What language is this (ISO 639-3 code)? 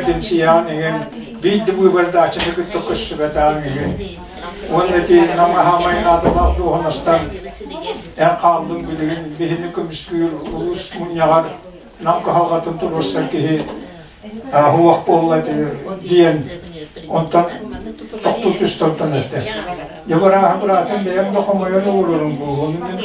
sah